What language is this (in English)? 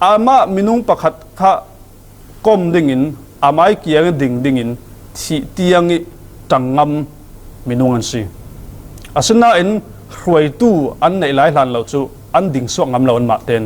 Falam Chin